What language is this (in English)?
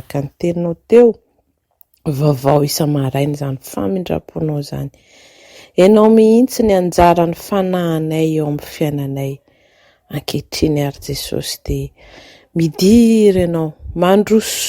Malagasy